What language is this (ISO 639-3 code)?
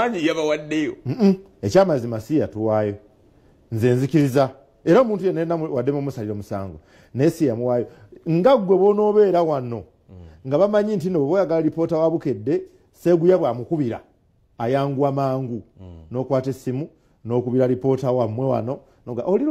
lug